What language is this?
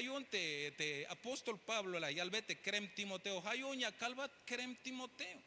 Tzeltal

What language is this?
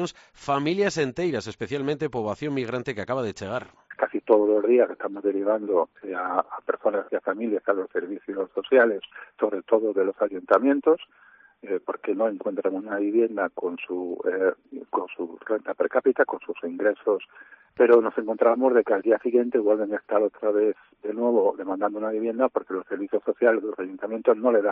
Galician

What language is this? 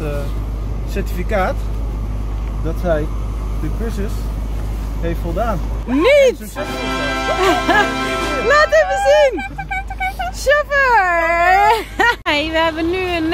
Dutch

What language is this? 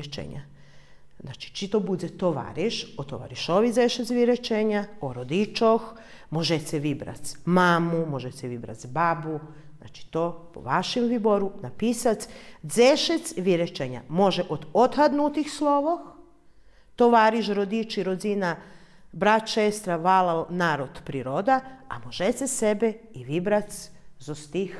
Rusyn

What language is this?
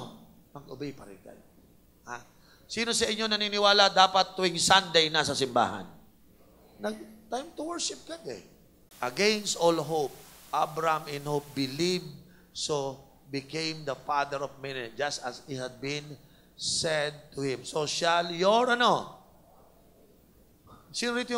Filipino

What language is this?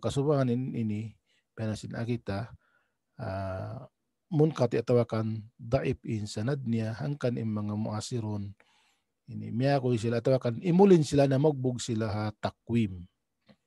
Tausug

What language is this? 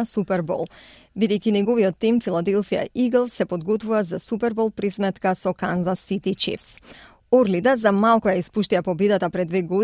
Macedonian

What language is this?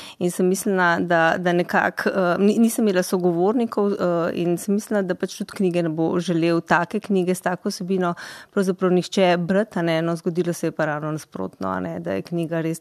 Slovenian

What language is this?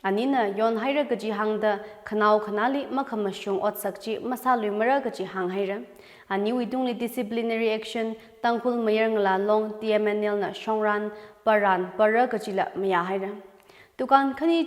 Tangkhul Naga (India)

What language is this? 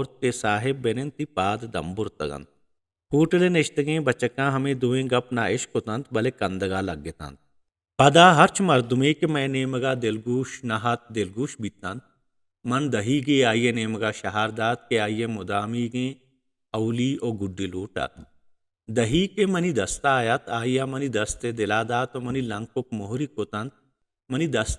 Baluchi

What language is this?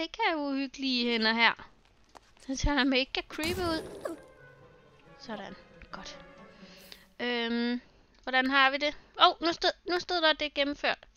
Danish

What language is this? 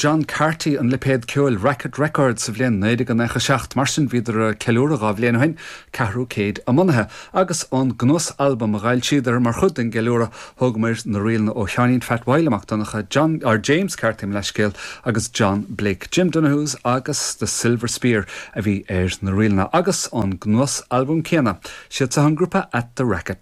Irish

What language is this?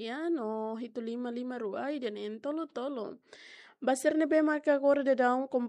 Tetum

